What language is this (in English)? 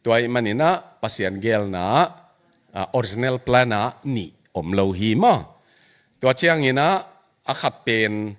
Tedim Chin